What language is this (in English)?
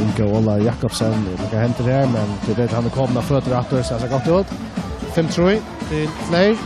Faroese